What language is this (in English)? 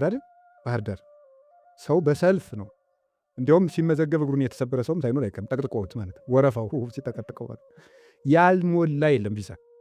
Amharic